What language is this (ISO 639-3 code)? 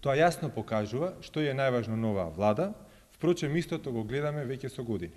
mkd